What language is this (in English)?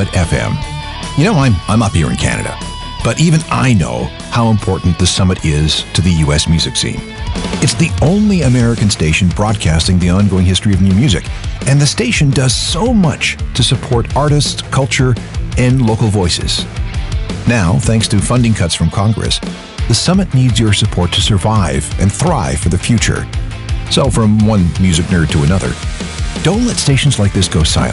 English